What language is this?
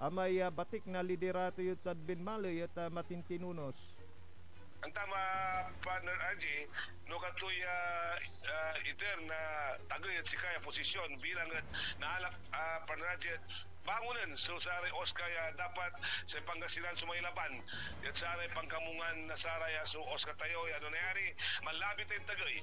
Pangasinan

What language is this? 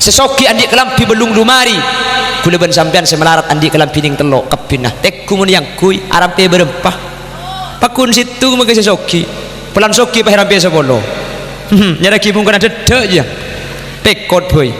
Madurese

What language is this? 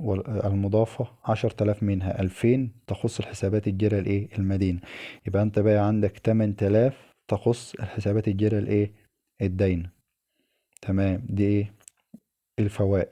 Egyptian Arabic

